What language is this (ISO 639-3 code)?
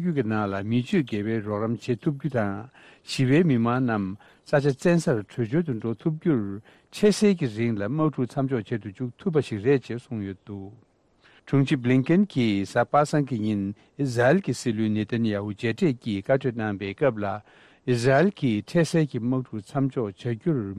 bod